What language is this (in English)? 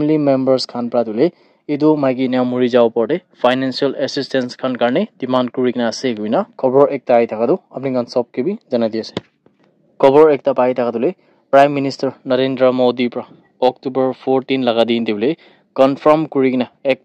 Naga Pidgin